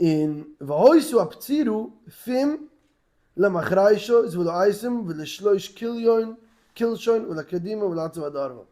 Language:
Yiddish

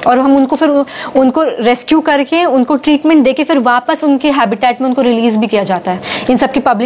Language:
Hindi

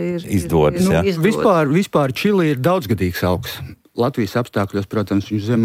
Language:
Latvian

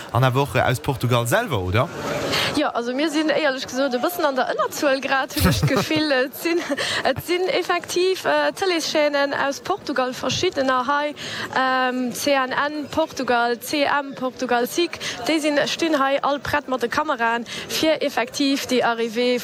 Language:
Luxembourgish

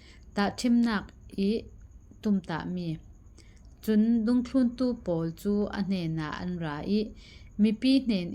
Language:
Falam Chin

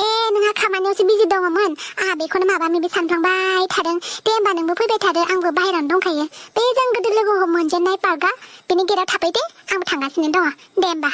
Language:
Bodo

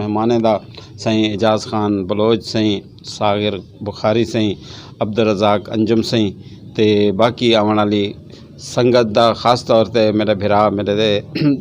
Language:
Saraiki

